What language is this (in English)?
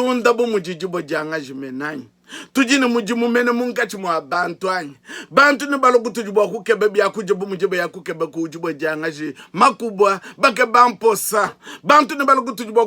Luba-Lulua